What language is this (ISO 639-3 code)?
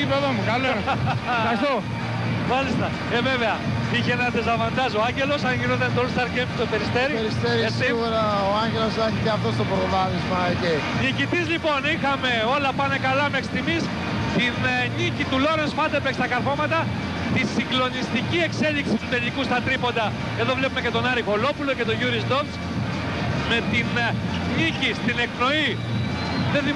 ell